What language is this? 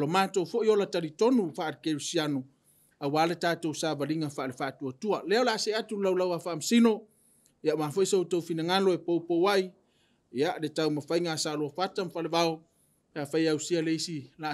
Samoan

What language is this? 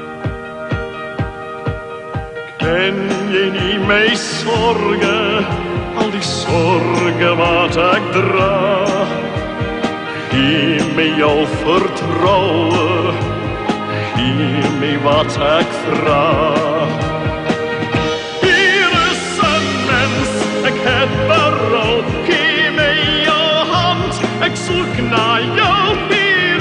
Afrikaans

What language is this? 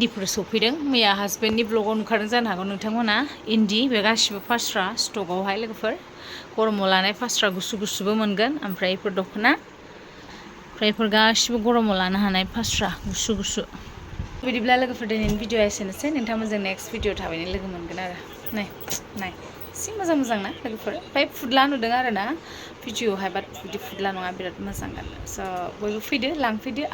Bodo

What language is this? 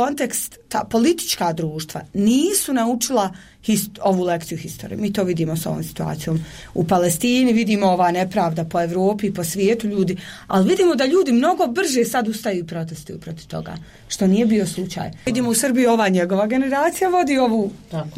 Bosnian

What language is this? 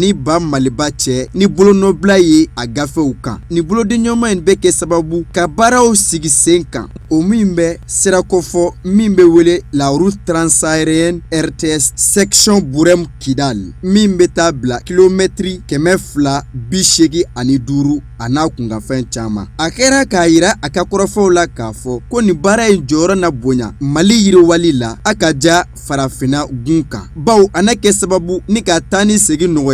Bambara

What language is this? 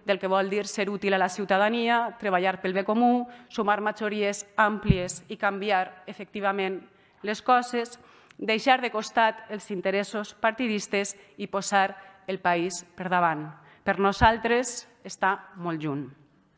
Catalan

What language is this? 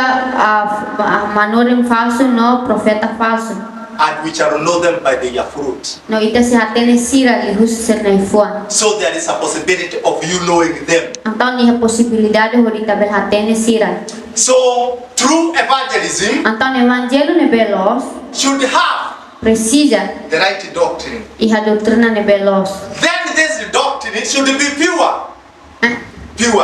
Tetum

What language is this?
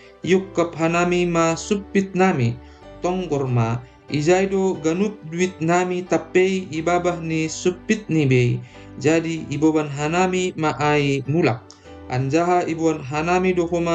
Batak Simalungun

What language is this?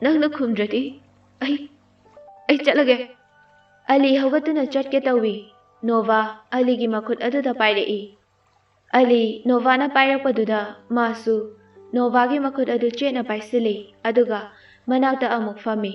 Manipuri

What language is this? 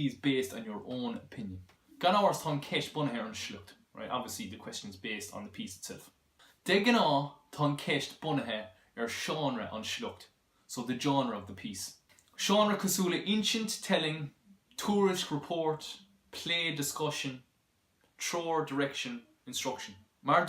Irish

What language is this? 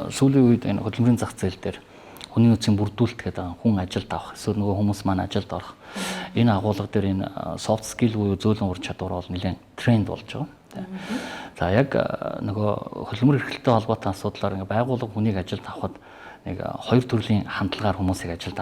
Mongolian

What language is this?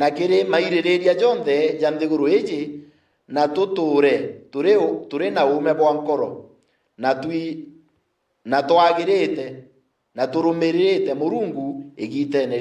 Meru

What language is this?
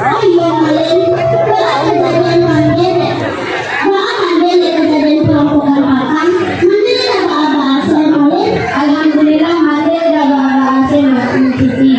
Minangkabau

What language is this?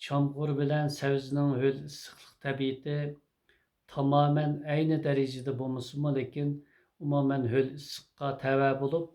Uyghur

